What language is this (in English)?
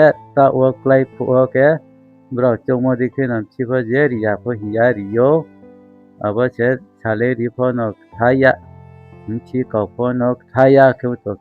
Riang (India)